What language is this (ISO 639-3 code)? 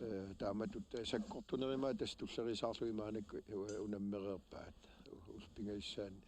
kal